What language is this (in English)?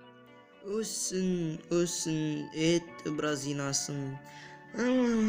Nogai